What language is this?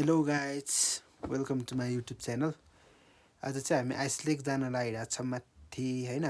Nepali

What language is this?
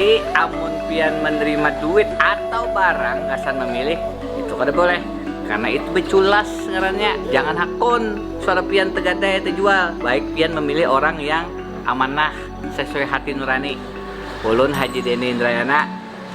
Banjar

